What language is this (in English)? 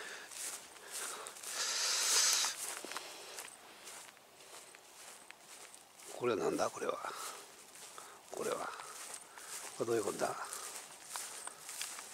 Japanese